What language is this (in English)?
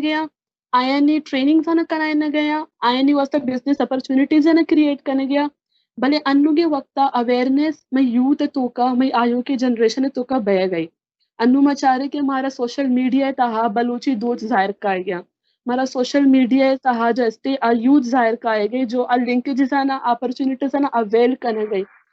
Baluchi